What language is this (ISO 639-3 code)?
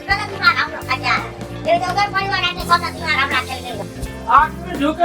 mai